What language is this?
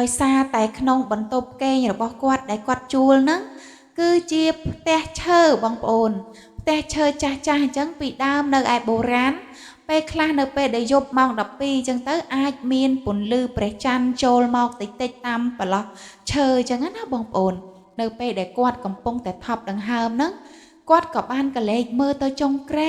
Khmer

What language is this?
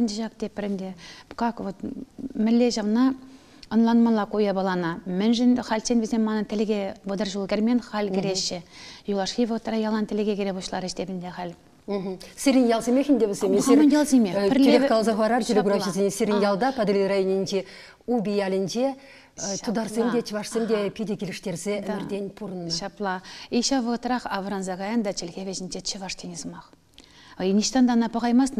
Chuvash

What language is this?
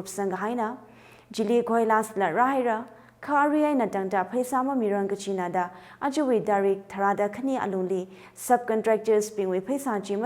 Tangkhul Naga (India)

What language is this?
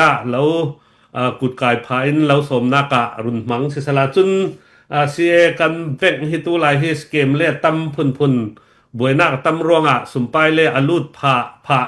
Falam Chin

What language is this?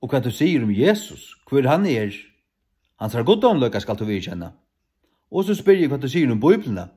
Faroese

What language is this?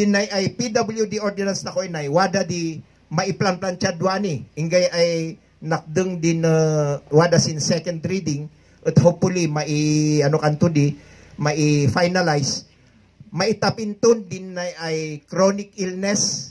Kankanaey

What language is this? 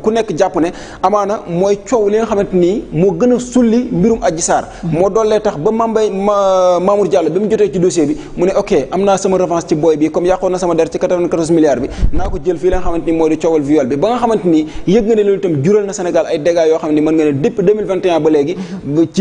Wolof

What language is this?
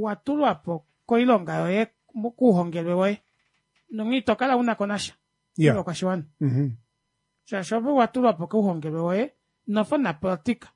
Kuanyama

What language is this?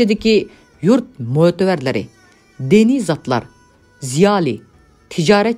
Uyghur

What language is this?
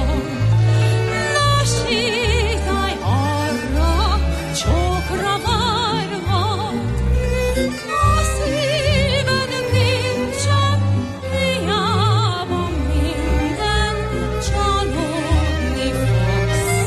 Hungarian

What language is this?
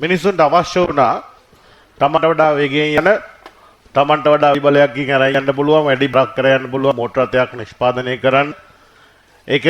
Sinhala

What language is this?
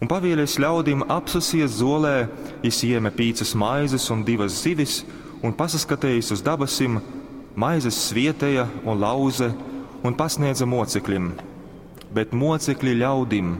Latgalian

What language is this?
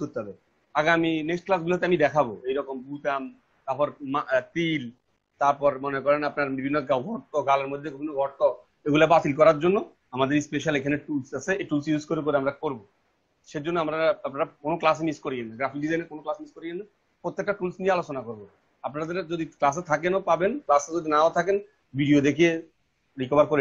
Bangla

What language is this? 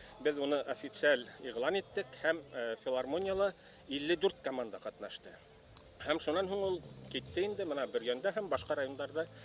Bashkir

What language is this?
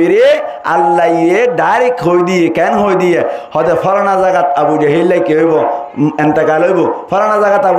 Rohingya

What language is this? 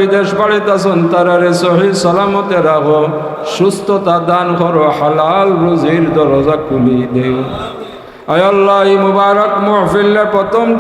Sylheti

